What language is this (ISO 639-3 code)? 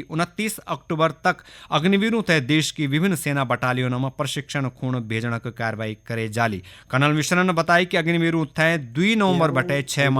gbm